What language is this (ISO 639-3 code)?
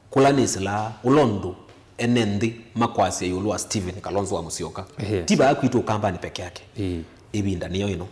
kam